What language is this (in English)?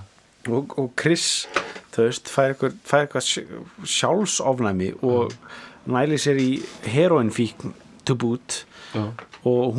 Icelandic